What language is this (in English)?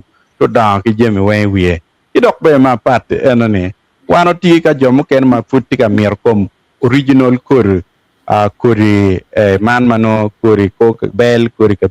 Acoli